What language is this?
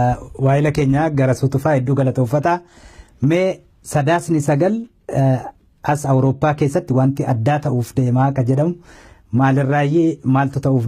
Oromo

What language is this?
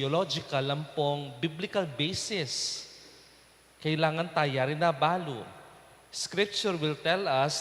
Pampanga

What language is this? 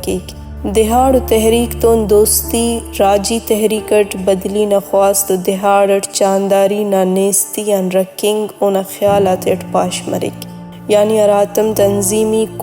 Brahui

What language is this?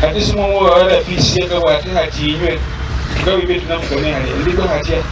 Nyankole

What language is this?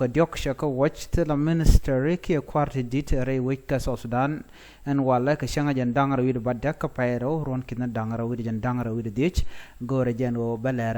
Nuer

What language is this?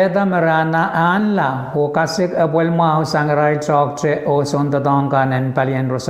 Pohnpeian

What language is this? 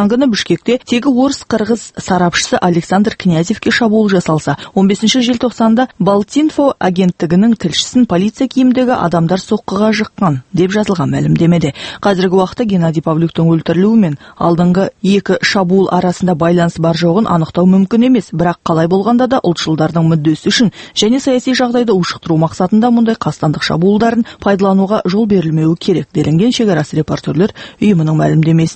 Kazakh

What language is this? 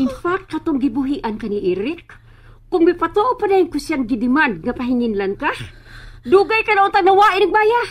Cebuano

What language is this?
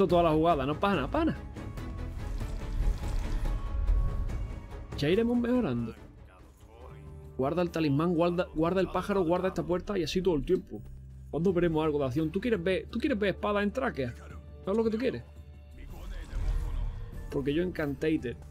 Spanish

